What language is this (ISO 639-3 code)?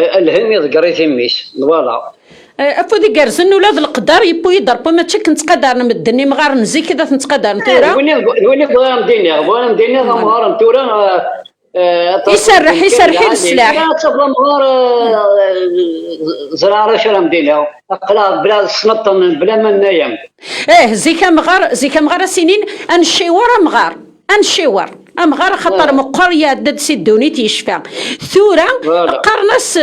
kab